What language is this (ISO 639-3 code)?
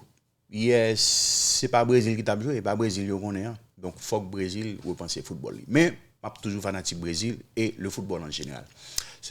hat